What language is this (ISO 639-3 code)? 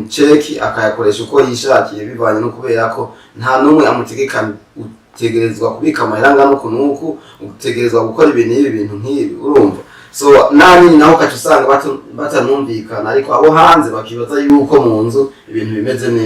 run